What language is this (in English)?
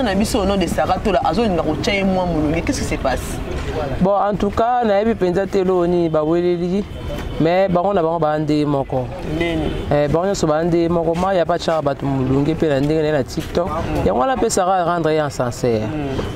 Lingala